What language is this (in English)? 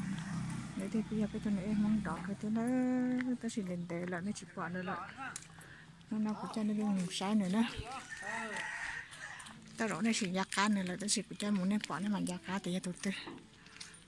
Vietnamese